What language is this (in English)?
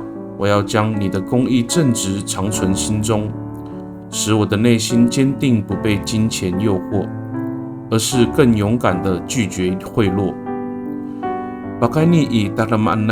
Amis